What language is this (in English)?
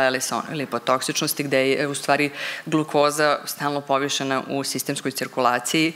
Serbian